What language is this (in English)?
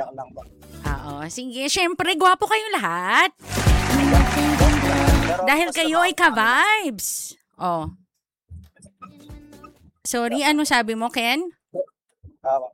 Filipino